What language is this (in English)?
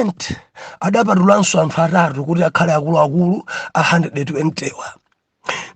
Nyanja